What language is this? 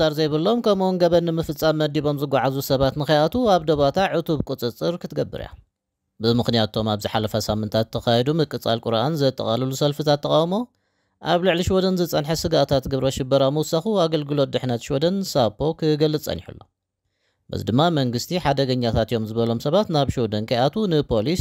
Tigrinya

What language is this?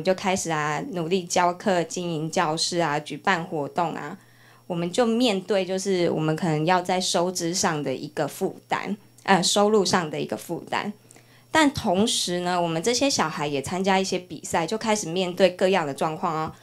Chinese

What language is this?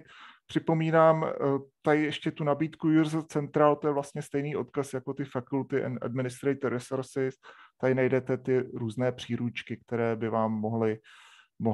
Czech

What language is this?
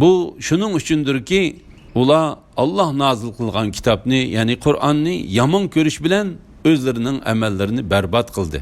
Uyghur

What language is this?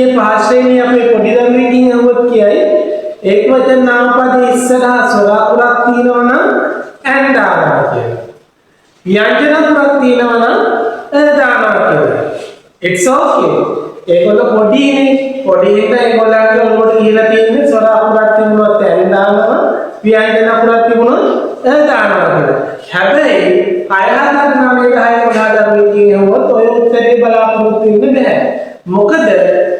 Sinhala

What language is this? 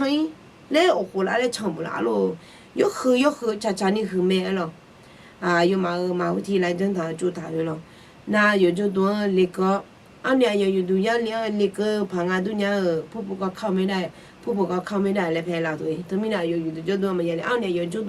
Akha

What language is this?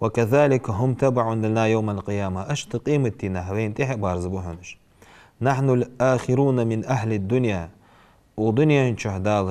Ingush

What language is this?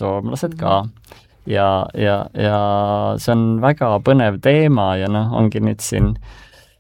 Estonian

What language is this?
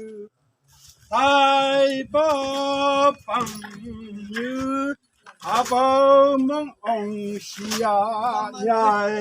Phom Naga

